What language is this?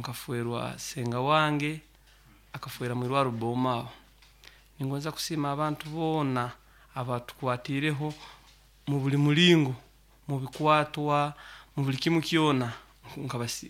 Nyoro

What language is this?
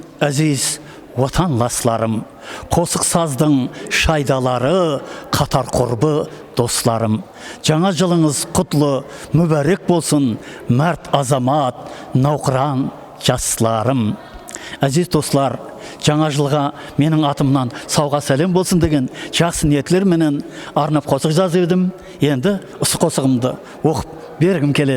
Kara-Kalpak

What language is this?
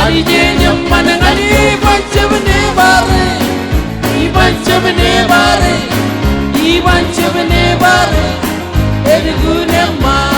Marshallese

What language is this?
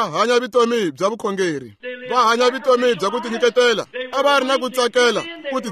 Tsonga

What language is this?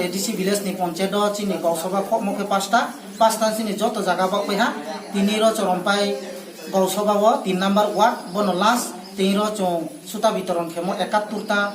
Kok Borok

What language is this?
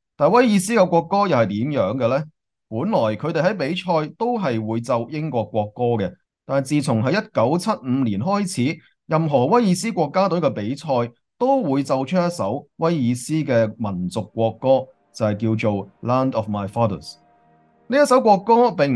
Cantonese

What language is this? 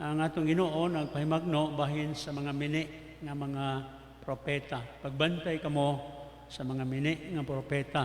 Cebuano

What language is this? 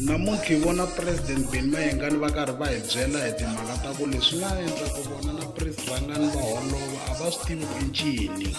Tsonga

